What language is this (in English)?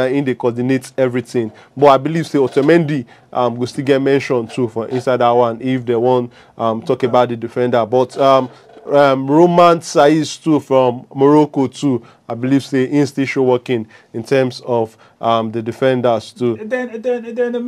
Nigerian Pidgin